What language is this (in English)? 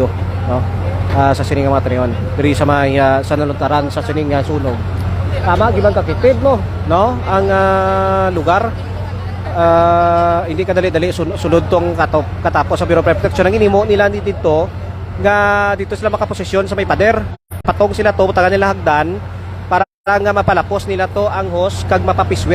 Hiligaynon